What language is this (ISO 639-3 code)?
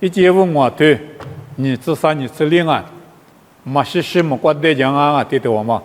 lis